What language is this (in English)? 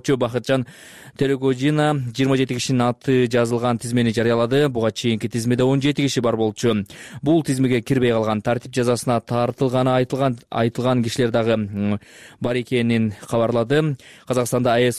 Kyrgyz